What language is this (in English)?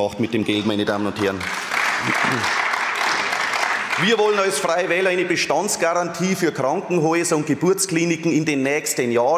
German